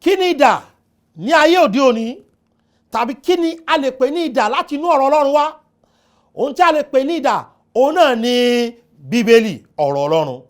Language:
Yoruba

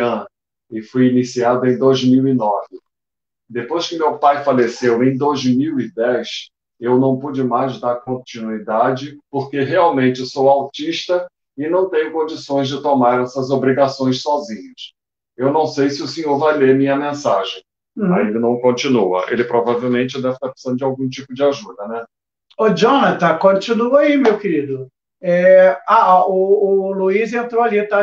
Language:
Portuguese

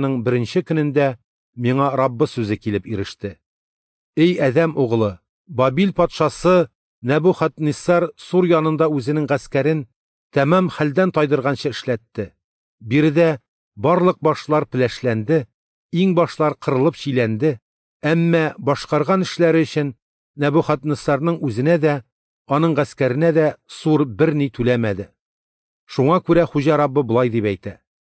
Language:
Tatar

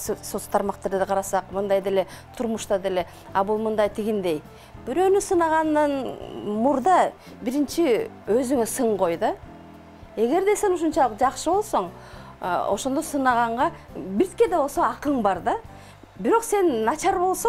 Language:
Kyrgyz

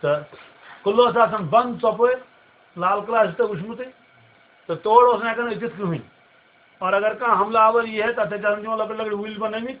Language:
Kashmiri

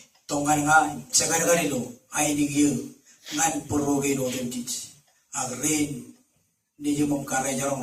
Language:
Marshallese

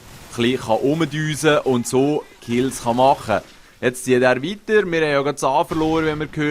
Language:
Swiss German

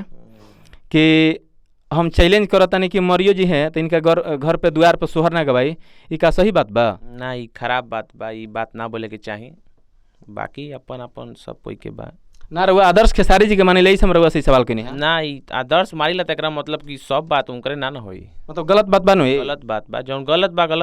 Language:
Bhojpuri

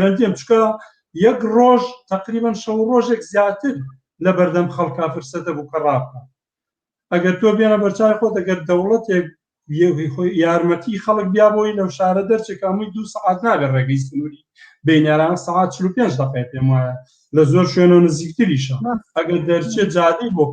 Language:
Central Kurdish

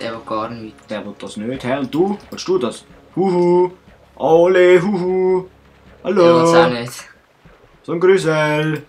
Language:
Swiss German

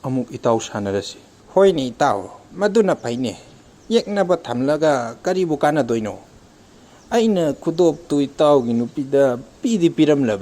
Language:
Manipuri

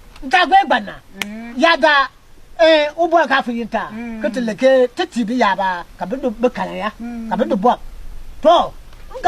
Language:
Konkomba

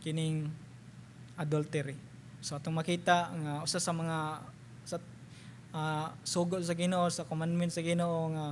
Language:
Cebuano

